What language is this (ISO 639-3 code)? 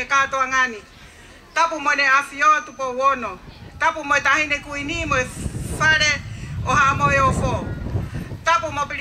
ton